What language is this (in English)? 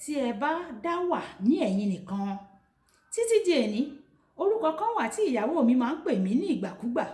Yoruba